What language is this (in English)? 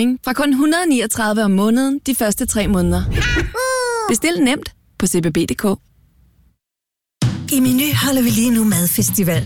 Danish